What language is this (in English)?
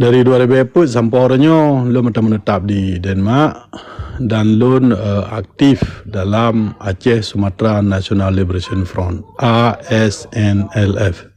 Achinese